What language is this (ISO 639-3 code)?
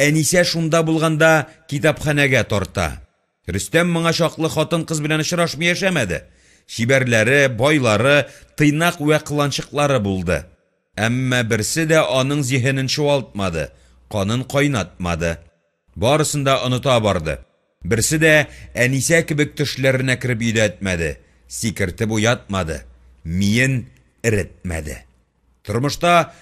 tat